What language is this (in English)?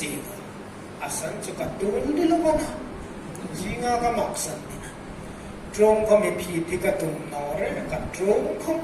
Hmar